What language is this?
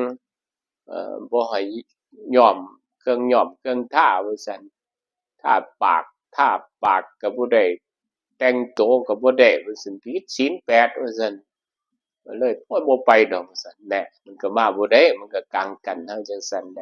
Northeastern Thai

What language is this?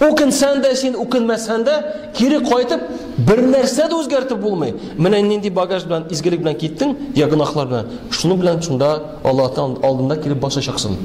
Tatar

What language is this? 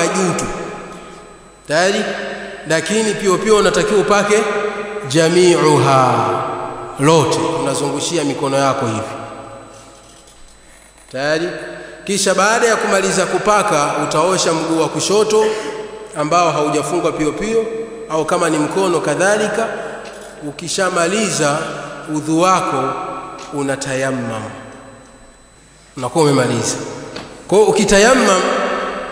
Swahili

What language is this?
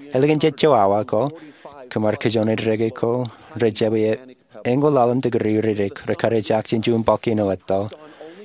Marshallese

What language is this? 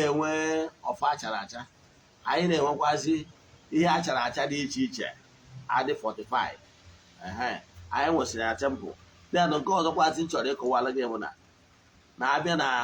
Igbo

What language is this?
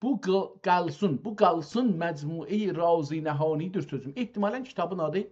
South Azerbaijani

